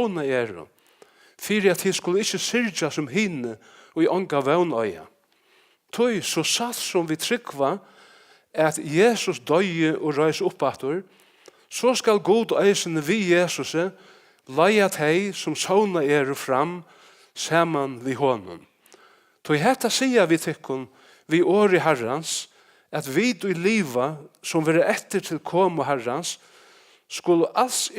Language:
Faroese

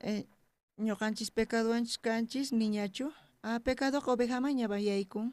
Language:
South Bolivian Quechua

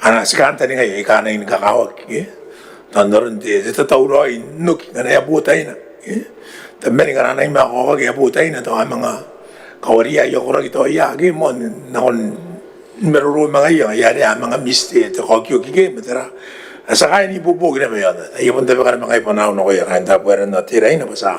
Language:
Gilbertese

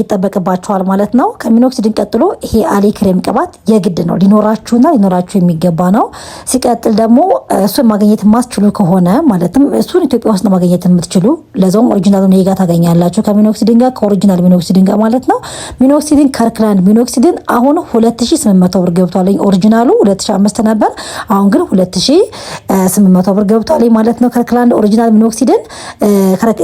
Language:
Amharic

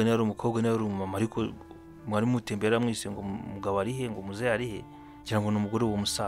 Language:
Kinyarwanda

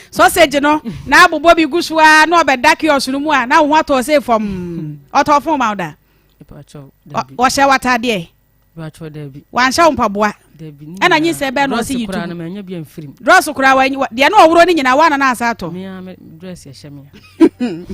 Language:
Akan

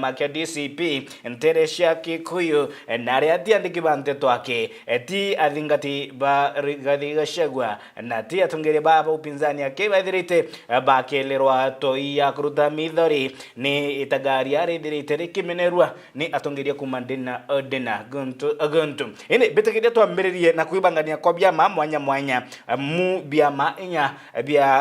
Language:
Meru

